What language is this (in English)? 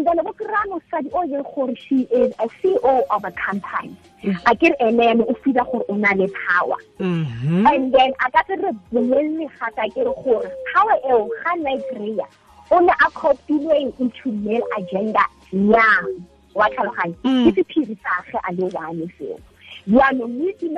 Tswana